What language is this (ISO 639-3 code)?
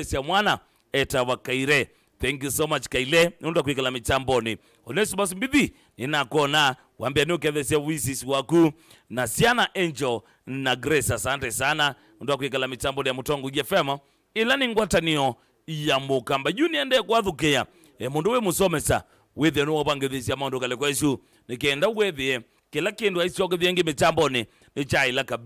kam